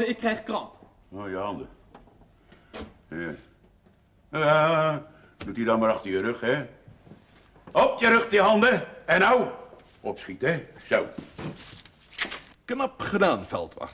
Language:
Dutch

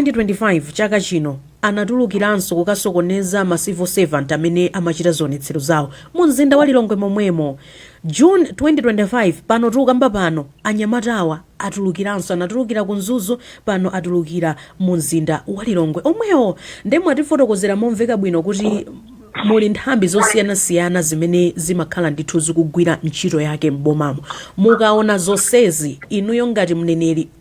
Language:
Nyanja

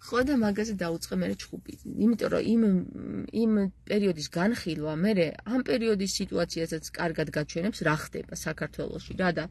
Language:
Georgian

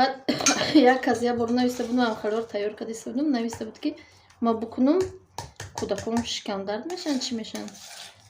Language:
Tajik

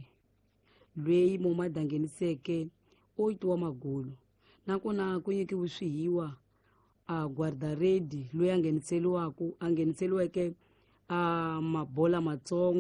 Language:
Tsonga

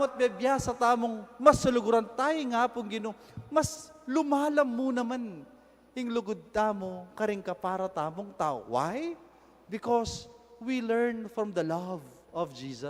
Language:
Pampanga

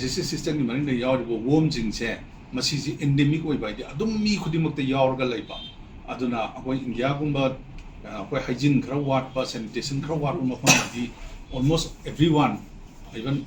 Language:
Manipuri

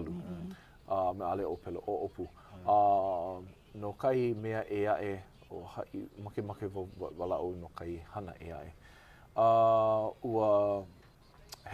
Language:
Hawaiian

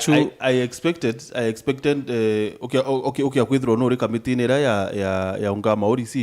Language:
Meru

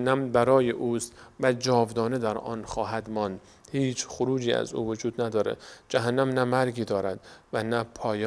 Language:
Persian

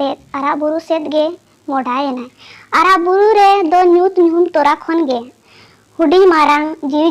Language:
Santali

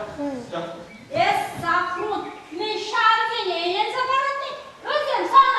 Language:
Chuvash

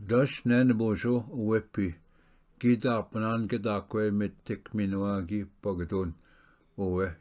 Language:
Ojibwa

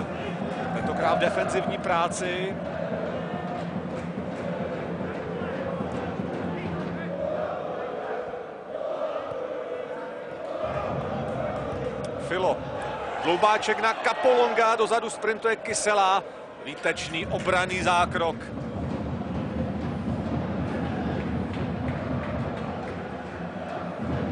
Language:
Czech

